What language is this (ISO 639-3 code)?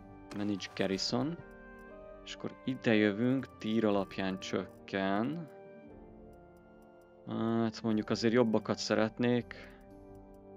hun